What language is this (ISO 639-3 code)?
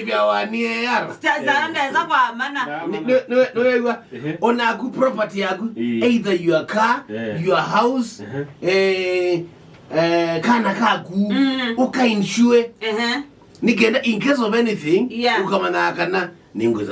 kam